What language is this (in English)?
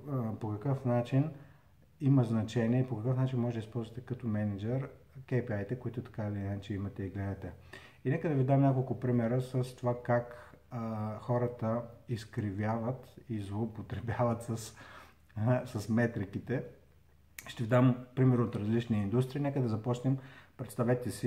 Bulgarian